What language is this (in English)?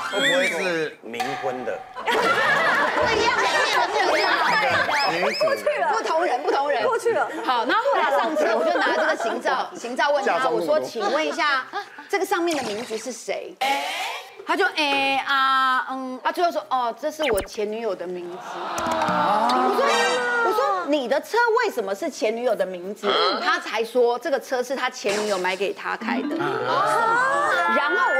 Chinese